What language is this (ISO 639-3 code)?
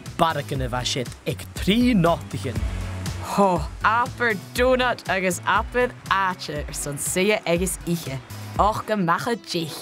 gla